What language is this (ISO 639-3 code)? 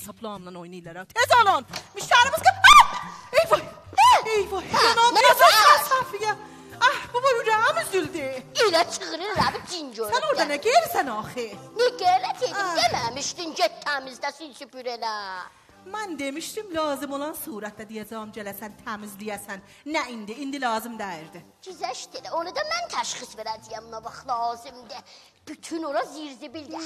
azb